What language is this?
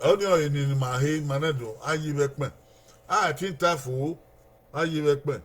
Bini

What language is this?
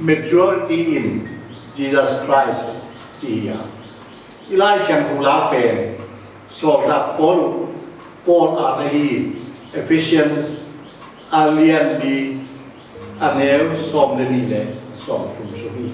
Tedim Chin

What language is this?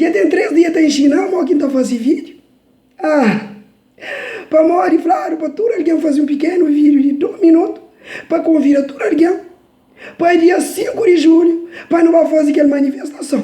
Kabuverdianu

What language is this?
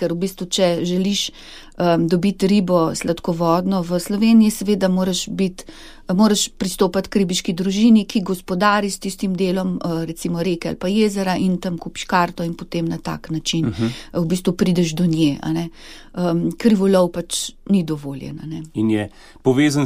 Slovenian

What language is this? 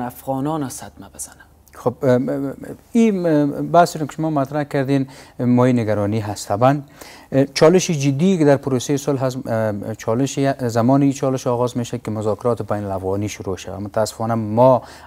Persian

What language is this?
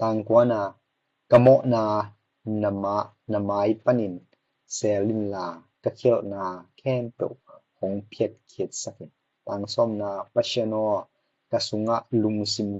Tedim Chin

